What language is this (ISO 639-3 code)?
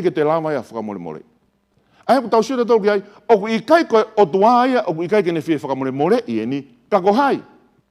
ton